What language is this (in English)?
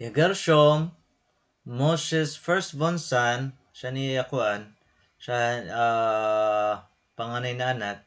Waray